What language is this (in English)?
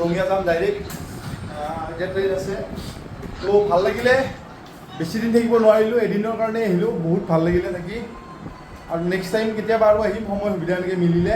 Assamese